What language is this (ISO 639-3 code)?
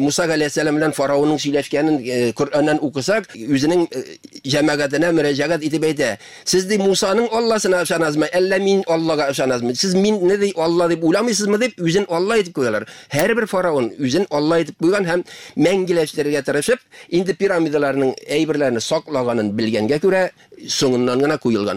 tat